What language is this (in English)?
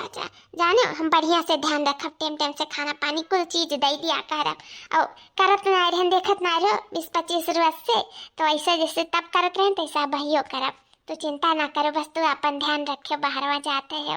Awadhi